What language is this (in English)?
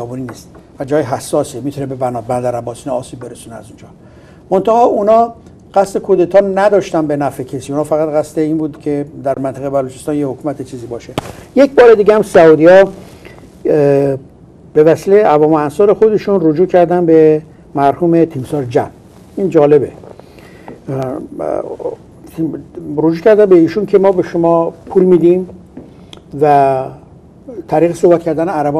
Persian